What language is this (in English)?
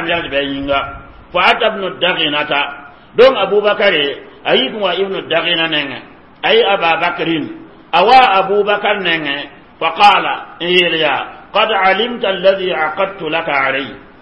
Mossi